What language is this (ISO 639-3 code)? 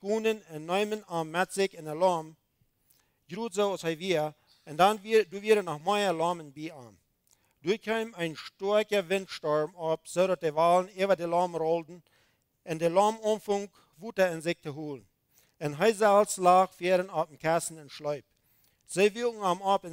pdt